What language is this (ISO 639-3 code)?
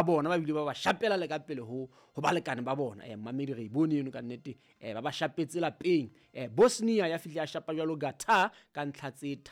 sot